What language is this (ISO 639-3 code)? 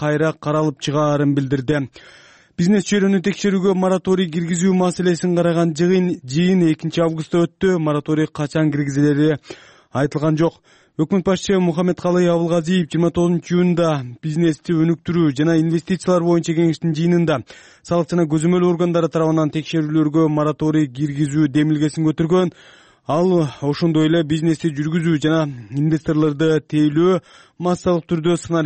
kir